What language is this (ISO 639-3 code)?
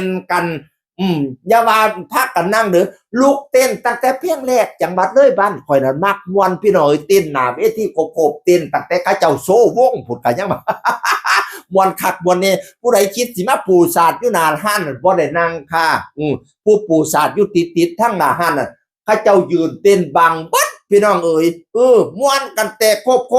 tts